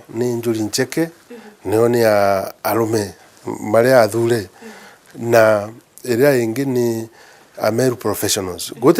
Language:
Meru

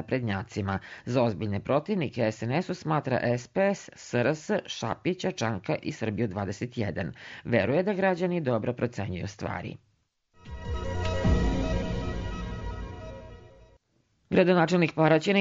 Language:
Serbian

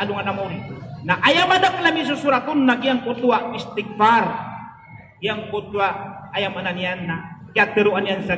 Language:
Maranao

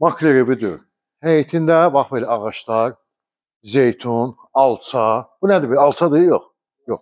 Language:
Azerbaijani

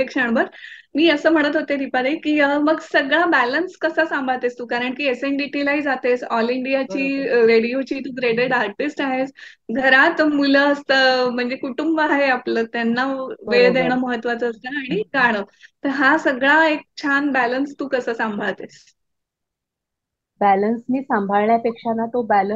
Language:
Marathi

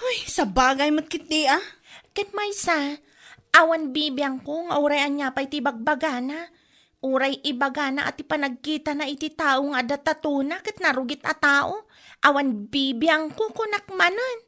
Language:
Iloko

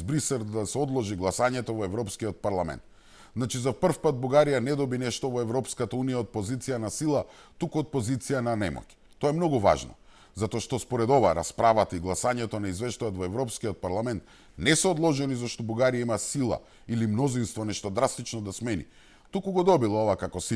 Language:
Macedonian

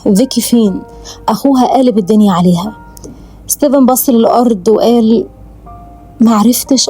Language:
Egyptian Arabic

